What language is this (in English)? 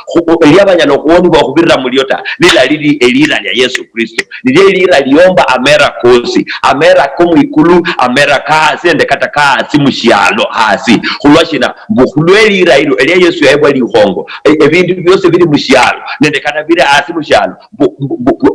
Luyia